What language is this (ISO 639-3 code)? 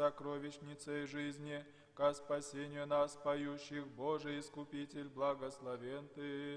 abk